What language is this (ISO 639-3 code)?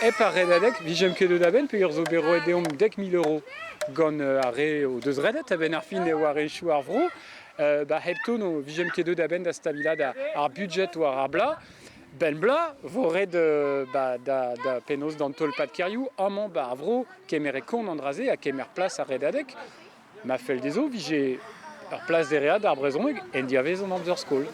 bre